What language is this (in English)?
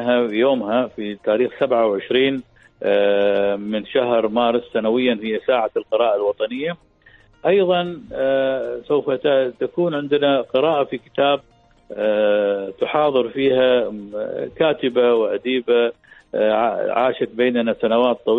Arabic